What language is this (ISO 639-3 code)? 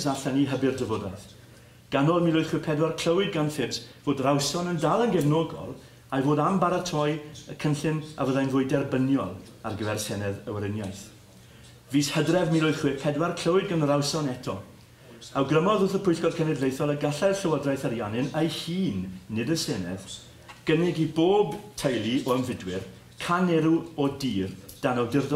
cym